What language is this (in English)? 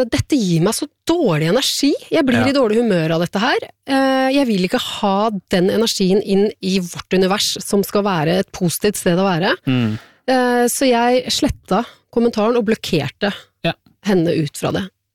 Norwegian